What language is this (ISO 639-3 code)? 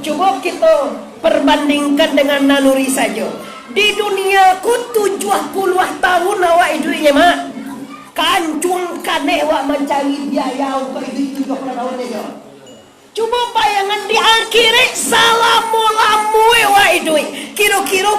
min